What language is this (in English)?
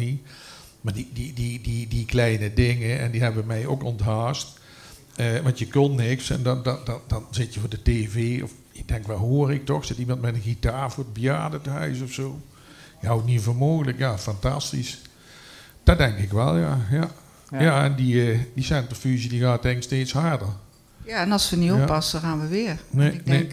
Dutch